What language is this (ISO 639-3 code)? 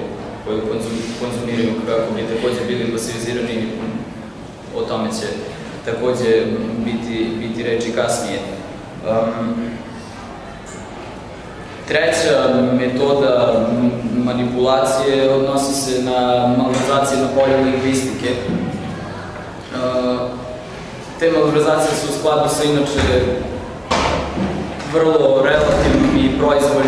srp